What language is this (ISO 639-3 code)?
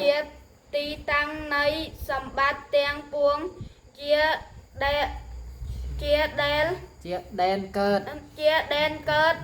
khm